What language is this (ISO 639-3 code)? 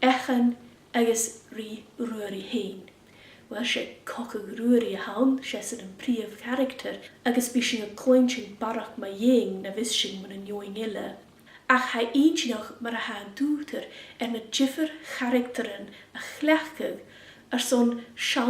gla